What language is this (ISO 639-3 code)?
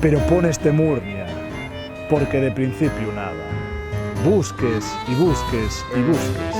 ast